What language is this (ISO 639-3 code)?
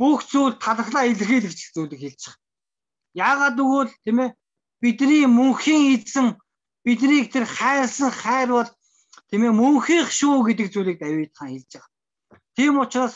mon